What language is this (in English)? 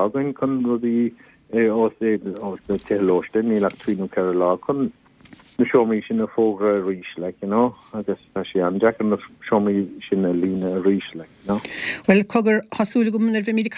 Irish